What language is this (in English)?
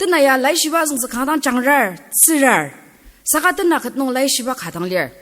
Ao Naga